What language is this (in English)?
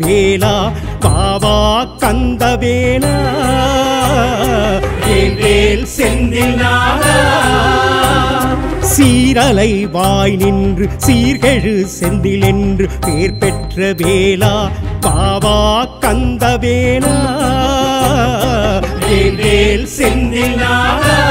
Tamil